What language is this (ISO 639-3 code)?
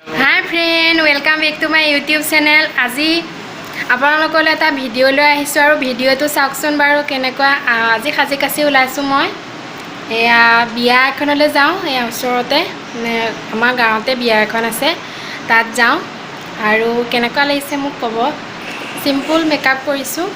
asm